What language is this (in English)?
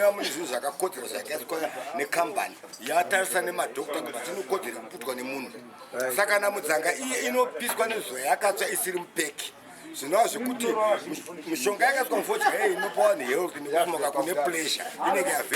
Shona